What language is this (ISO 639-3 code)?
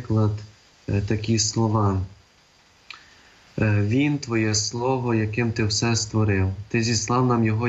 ukr